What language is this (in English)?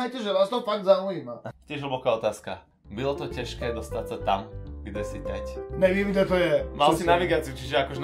Slovak